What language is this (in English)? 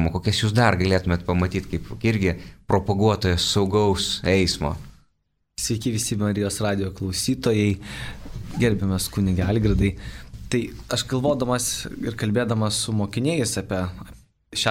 Lithuanian